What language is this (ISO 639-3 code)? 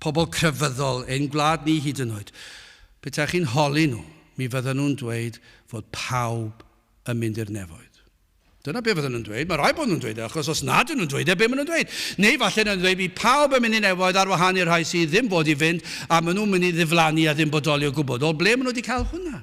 cym